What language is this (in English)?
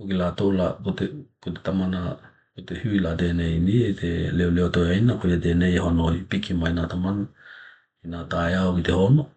Tokelau